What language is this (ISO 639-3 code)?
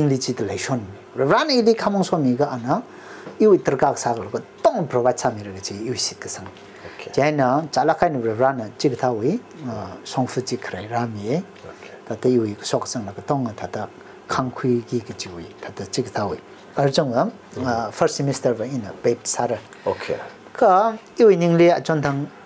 nmf